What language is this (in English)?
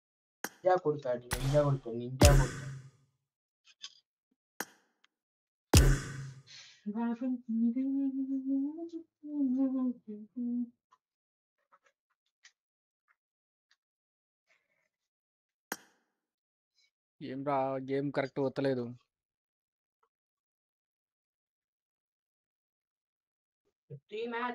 Telugu